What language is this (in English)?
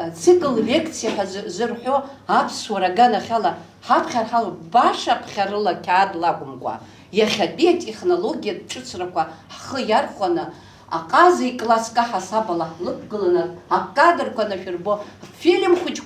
Abkhazian